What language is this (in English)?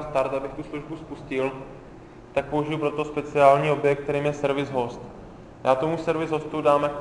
Czech